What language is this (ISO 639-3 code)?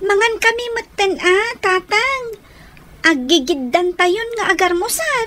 ilo